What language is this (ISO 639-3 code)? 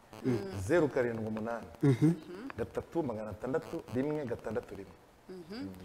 kin